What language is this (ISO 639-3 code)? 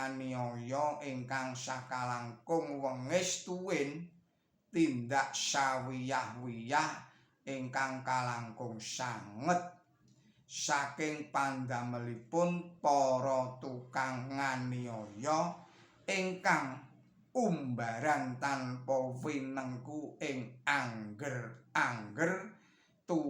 jav